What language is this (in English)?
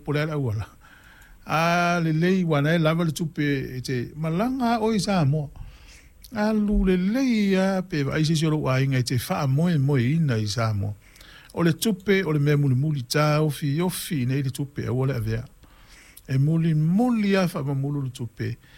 Samoan